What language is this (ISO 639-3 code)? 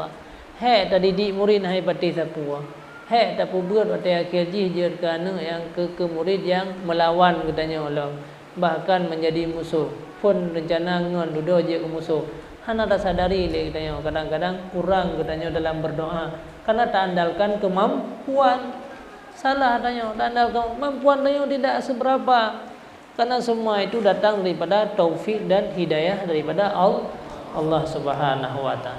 ace